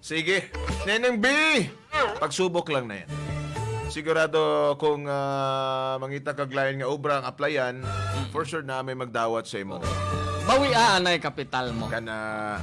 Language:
Hiligaynon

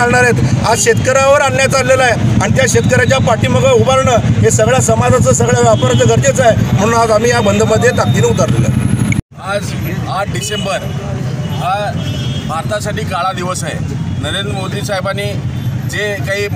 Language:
Marathi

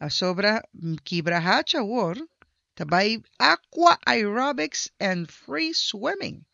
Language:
Papiamento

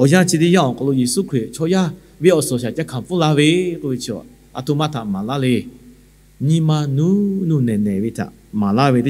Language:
Lahu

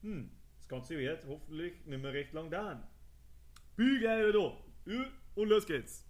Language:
Bavarian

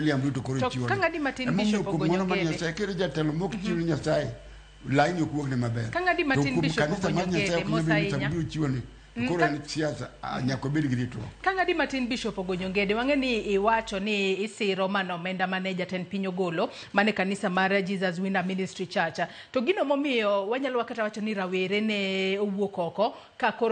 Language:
Luo (Kenya and Tanzania)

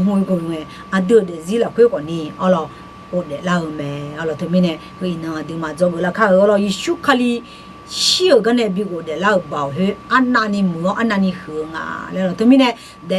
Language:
Akha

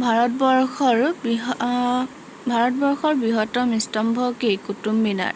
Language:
Assamese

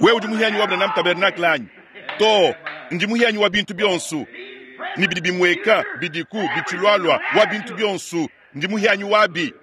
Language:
Luba-Lulua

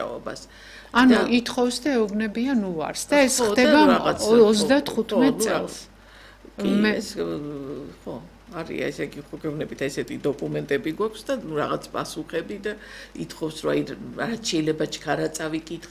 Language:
Georgian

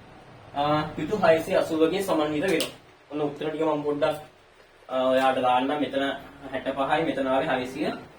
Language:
Sinhala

